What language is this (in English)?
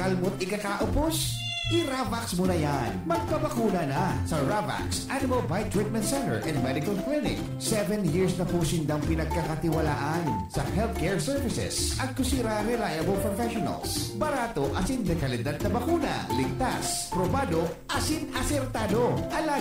Bikol